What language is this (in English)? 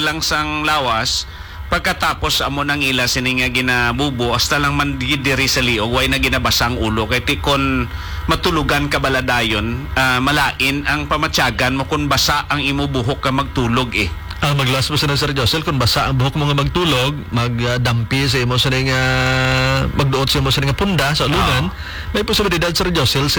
Hiligaynon